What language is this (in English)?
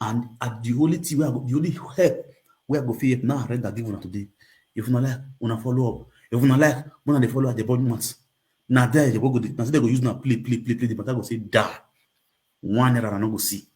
Nigerian Pidgin